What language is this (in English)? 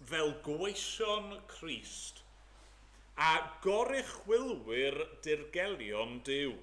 Welsh